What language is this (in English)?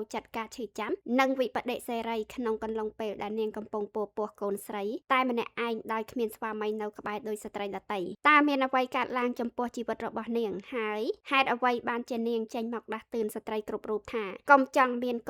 Khmer